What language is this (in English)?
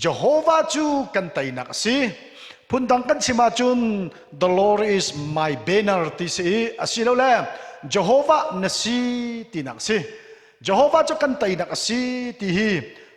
Hakha Chin